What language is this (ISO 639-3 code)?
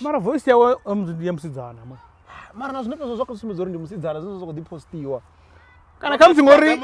ven